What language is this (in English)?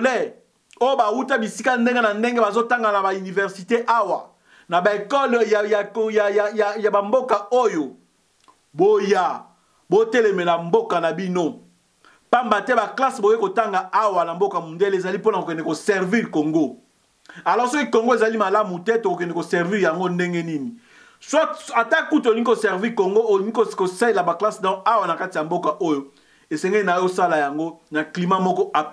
Lingala